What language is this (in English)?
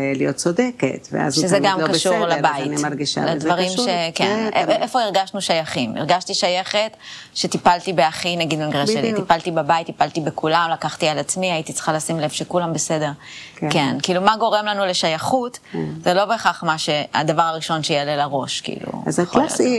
Hebrew